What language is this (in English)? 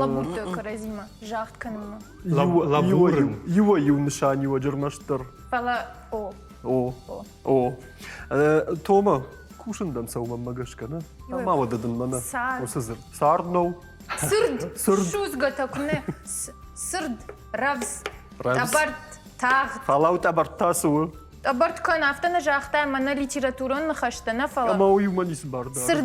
Ossetic